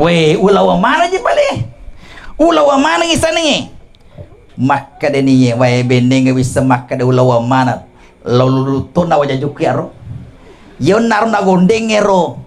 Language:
Buginese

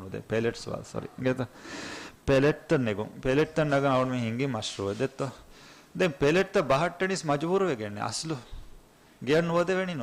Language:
Divehi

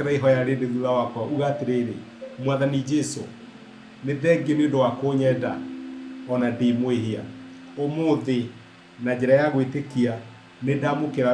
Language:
Kikuyu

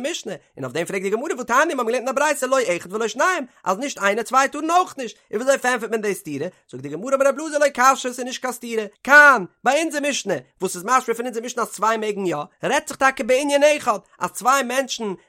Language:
Yiddish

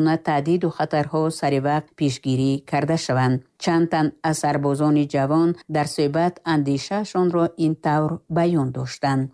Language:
Tajik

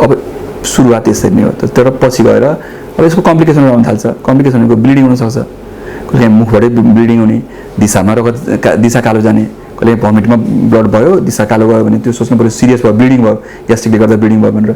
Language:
Nepali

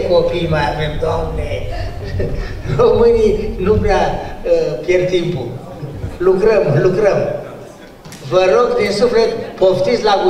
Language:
Romanian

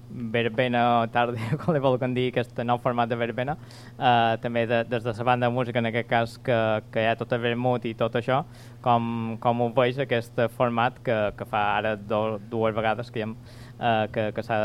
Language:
Catalan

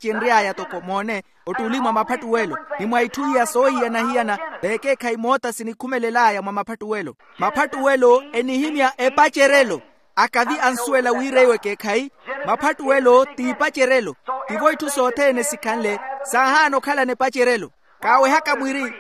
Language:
Makhuwa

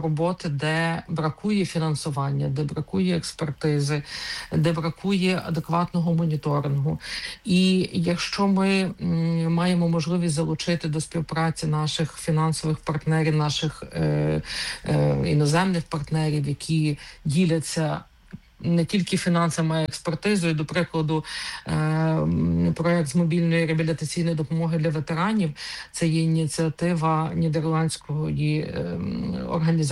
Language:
Ukrainian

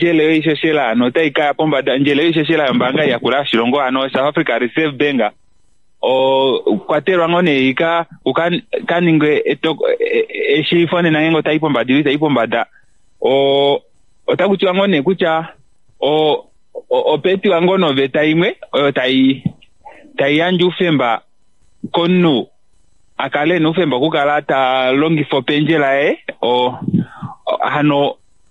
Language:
Kuanyama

